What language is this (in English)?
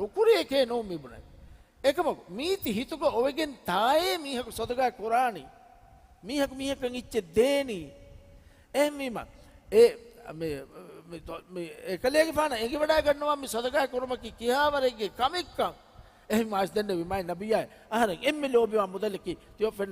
Divehi